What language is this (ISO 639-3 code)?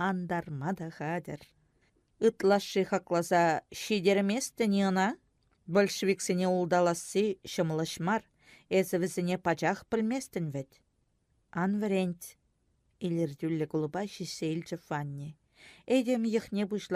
chv